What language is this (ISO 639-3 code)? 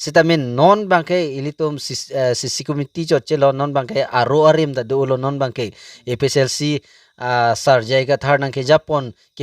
mjw